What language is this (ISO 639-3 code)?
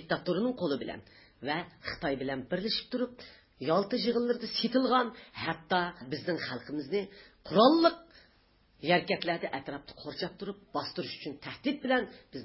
uig